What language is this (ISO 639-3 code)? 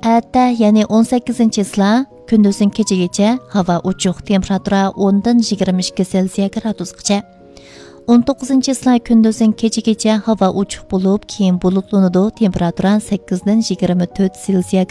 uig